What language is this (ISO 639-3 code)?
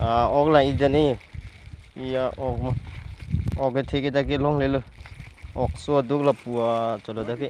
mjw